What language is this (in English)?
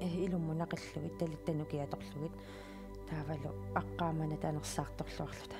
Kalaallisut